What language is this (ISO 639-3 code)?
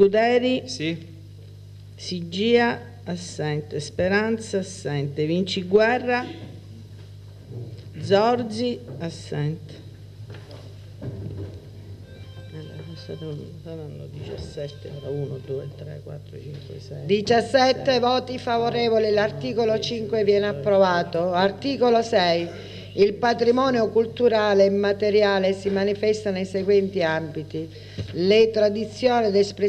ita